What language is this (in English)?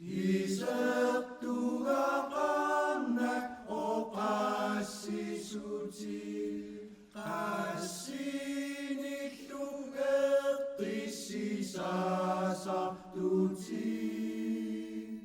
Kalaallisut